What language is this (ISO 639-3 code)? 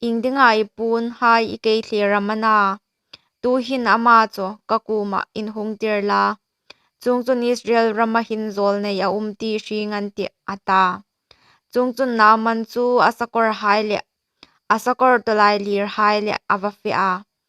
hmr